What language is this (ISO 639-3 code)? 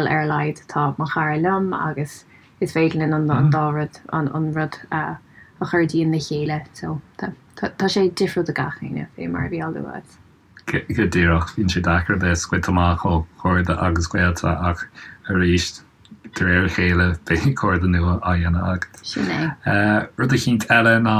gle